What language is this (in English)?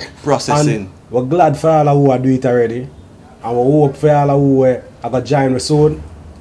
Jamaican Creole English